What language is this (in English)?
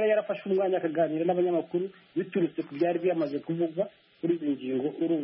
Kinyarwanda